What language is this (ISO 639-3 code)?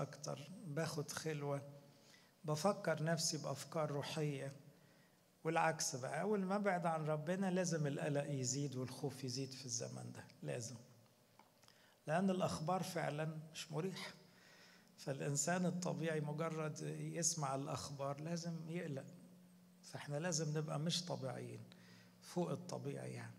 arz